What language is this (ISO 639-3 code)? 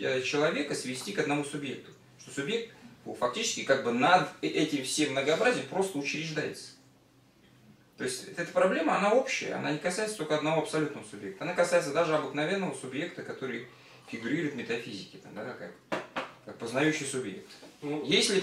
rus